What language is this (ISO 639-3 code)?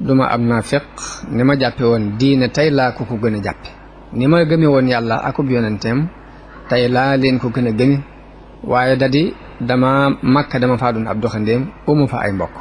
wol